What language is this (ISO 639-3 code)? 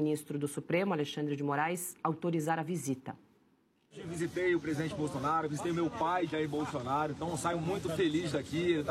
por